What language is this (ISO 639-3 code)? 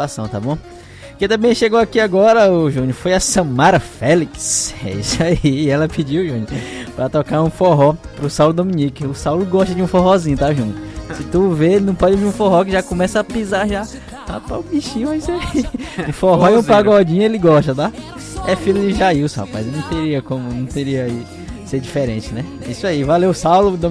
por